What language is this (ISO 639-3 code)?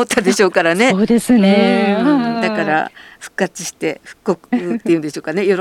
jpn